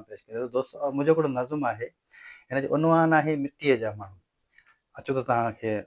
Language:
Sindhi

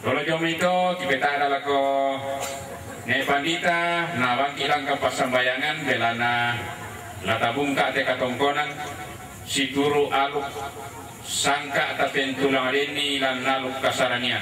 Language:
Toraja-Sa'dan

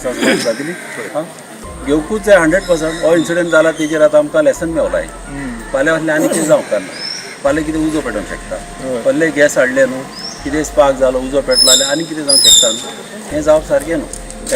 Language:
Konkani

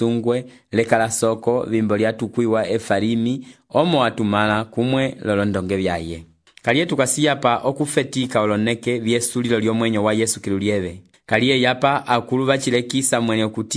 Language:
Umbundu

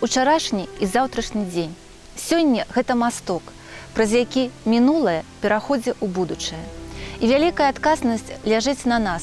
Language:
Belarusian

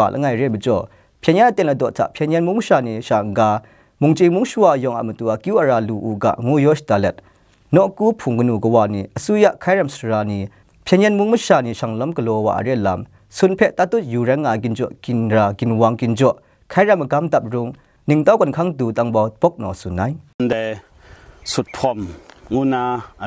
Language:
Kachin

